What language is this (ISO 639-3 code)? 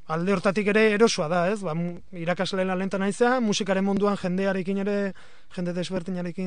eus